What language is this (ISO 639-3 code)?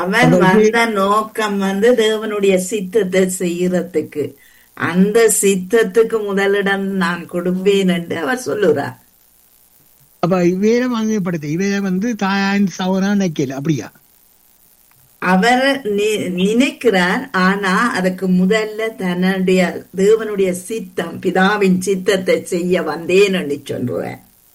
tam